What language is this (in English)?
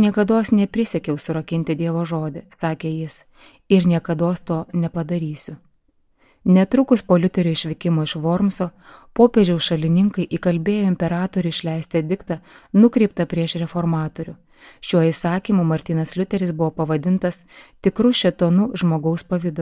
Lithuanian